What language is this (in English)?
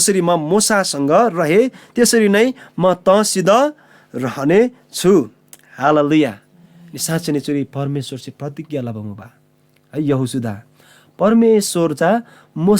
Eastern Tamang